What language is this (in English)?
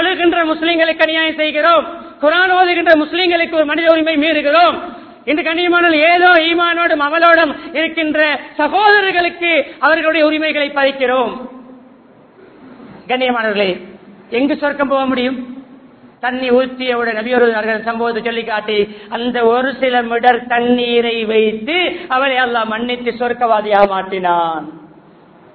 Tamil